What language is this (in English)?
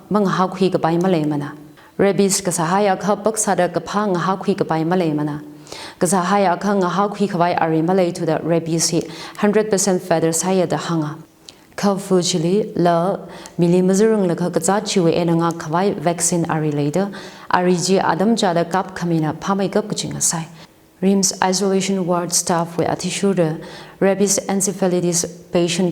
Tangkhul Naga (India)